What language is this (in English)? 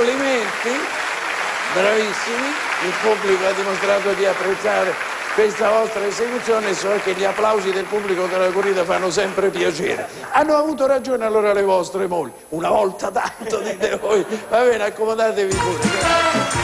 Italian